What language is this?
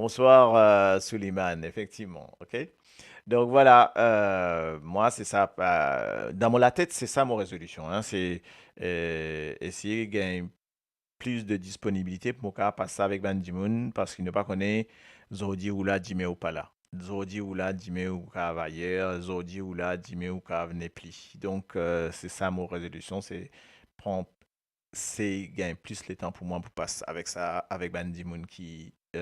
Morisyen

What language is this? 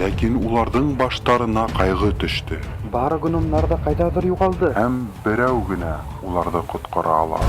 Bashkir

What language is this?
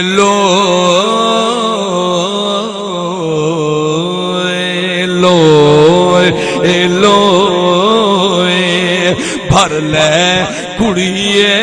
Saraiki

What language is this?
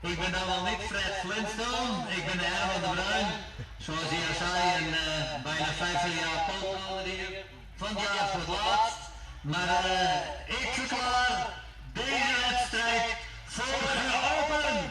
Western Frisian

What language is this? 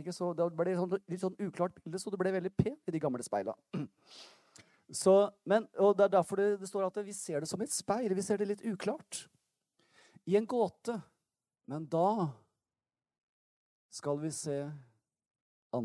Norwegian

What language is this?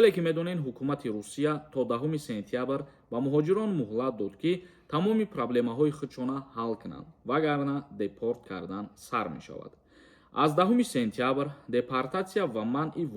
Tajik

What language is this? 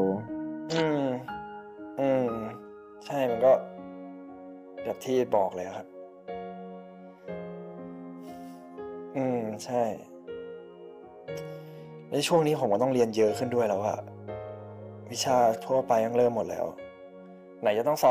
Thai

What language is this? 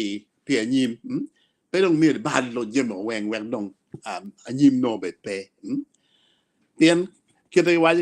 Acoli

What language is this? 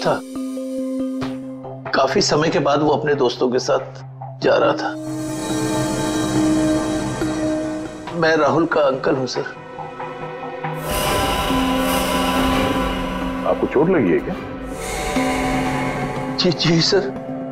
Hindi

